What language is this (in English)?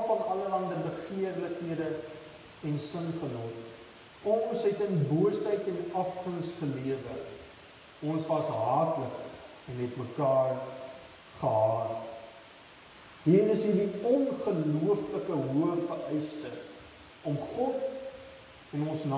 Afrikaans